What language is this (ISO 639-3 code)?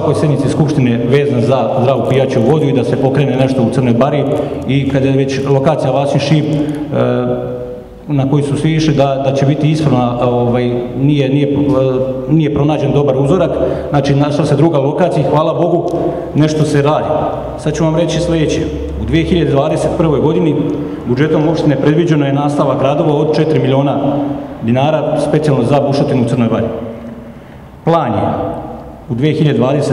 srp